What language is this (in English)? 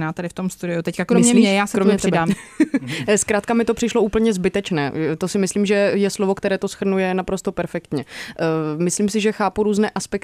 Czech